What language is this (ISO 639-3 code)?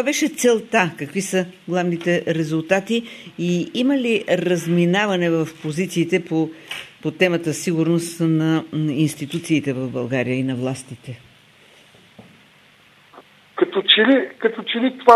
bul